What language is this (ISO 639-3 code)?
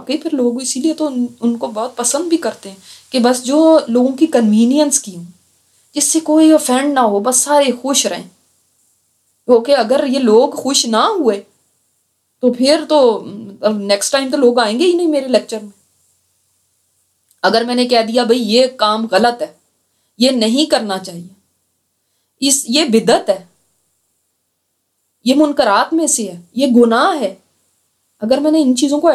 urd